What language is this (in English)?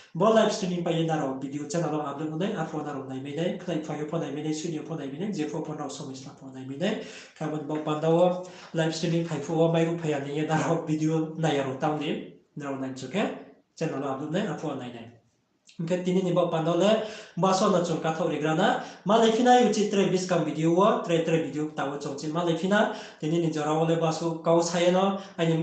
Riang (India)